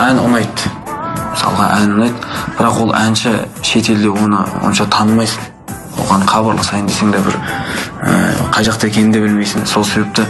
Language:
Kara-Kalpak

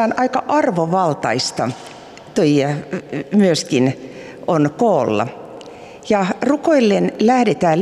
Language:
Finnish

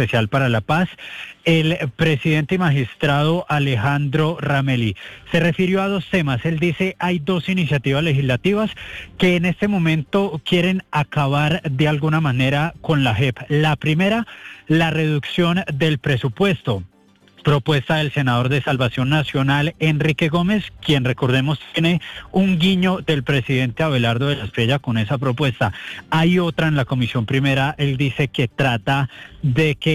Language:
Spanish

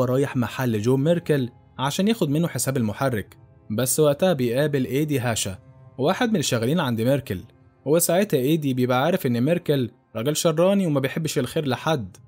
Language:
Egyptian Arabic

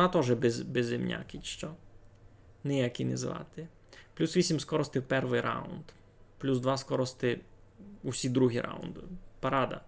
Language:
Rusyn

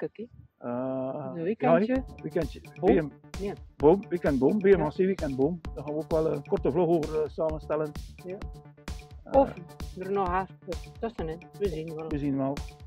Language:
Dutch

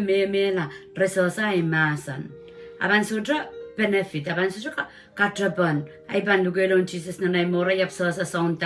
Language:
Pohnpeian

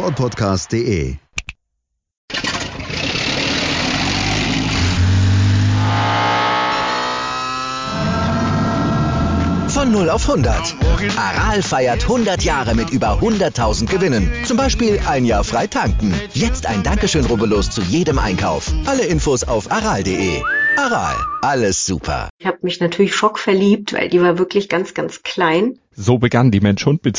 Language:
German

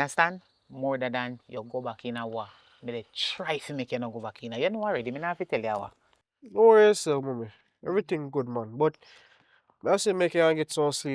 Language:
Jamaican Creole English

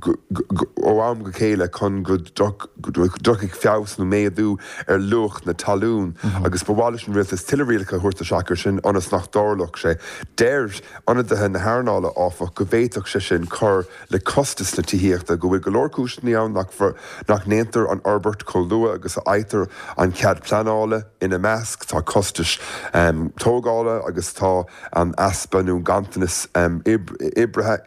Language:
Irish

